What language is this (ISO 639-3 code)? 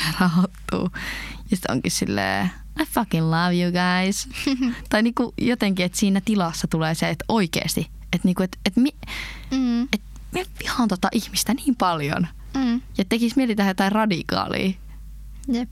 fin